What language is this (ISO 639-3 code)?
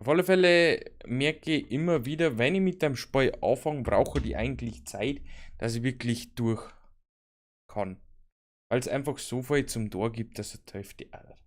bar